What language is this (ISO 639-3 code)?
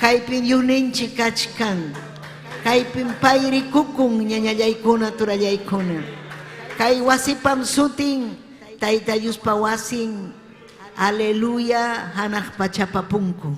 quy